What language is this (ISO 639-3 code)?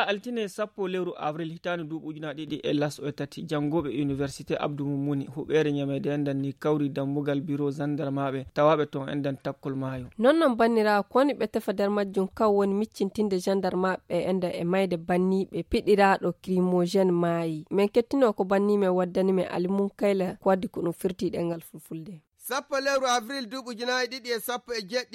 ful